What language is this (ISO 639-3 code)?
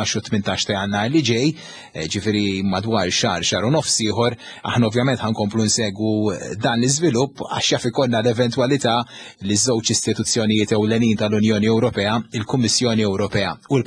mlt